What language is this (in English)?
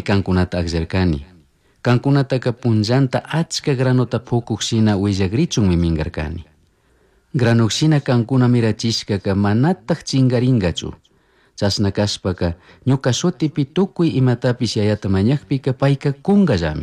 Chimborazo Highland Quichua